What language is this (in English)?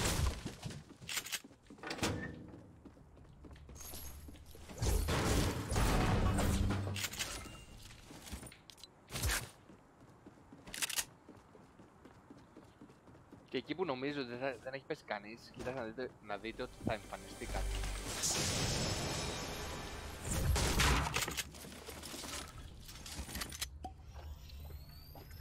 Greek